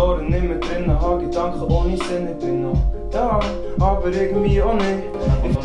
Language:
Swiss German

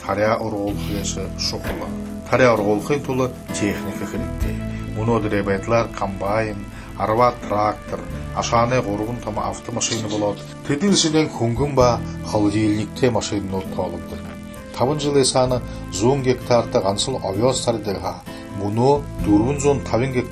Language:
Buriat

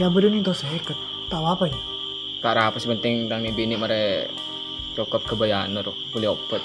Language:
Madurese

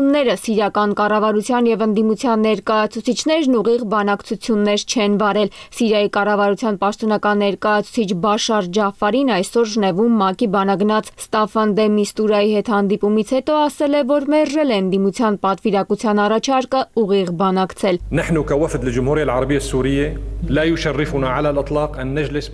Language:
Armenian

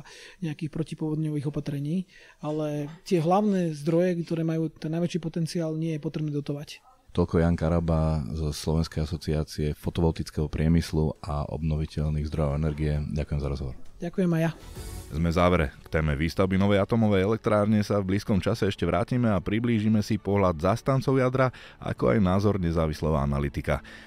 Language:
Slovak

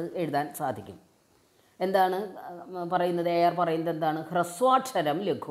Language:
Malayalam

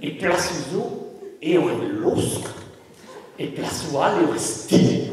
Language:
Breton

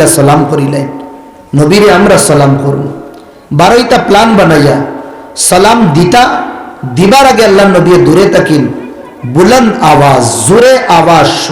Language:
Sylheti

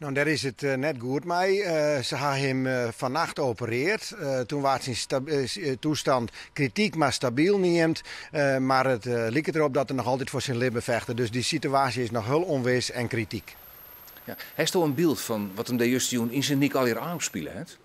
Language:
Western Frisian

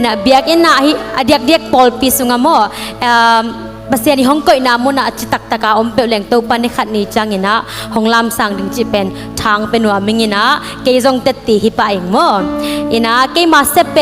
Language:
Tedim Chin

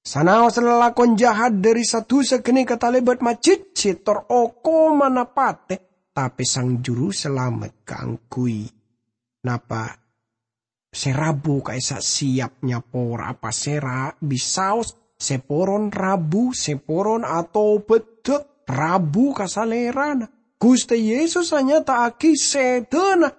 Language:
Madurese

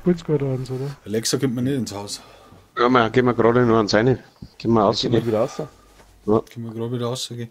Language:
Bavarian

